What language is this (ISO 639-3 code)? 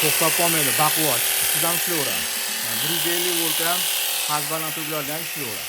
uzb